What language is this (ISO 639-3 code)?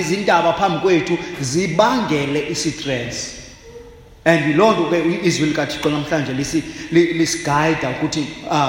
xho